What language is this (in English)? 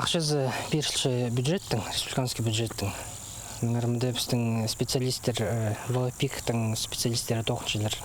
Khakas